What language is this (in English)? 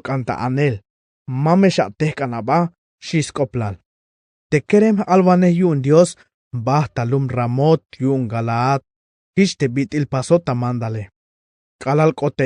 Tzeltal